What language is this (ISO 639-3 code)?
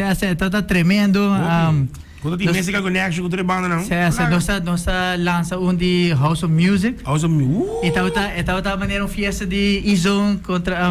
pap